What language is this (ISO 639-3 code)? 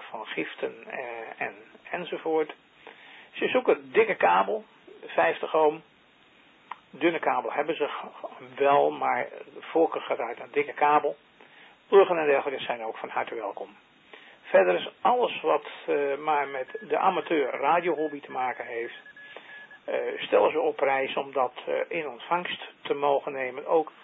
nld